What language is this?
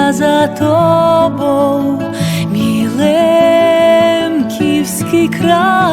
Rusyn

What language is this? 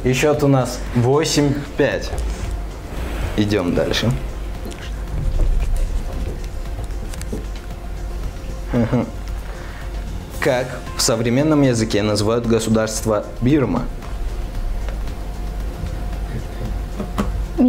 Russian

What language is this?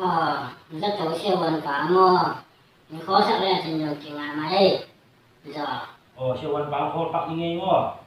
Tedim Chin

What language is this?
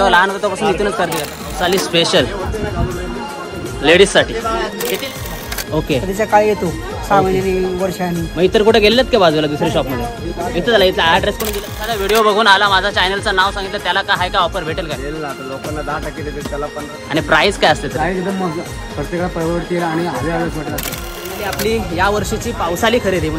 Marathi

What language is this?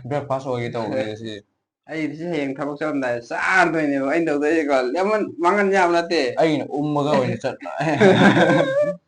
Manipuri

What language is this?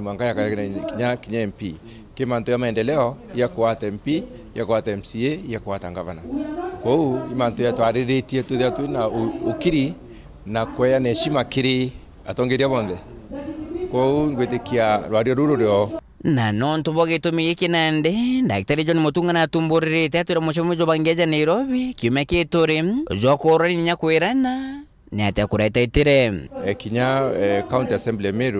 Meru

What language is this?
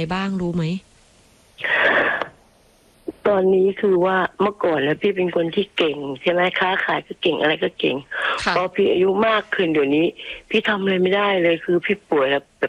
Thai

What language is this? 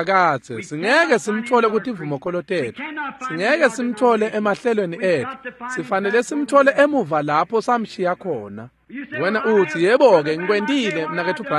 Swati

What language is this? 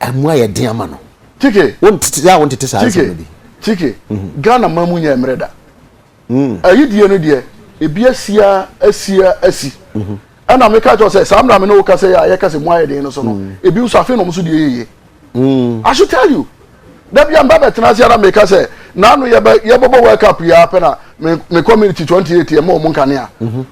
Akan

